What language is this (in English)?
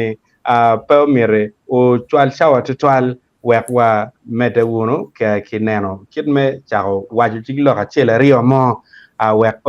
Acoli